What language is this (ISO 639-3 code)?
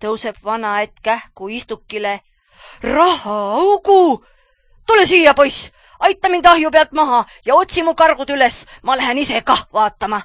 est